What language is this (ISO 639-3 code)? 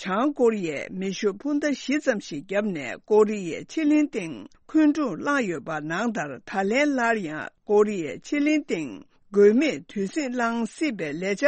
bod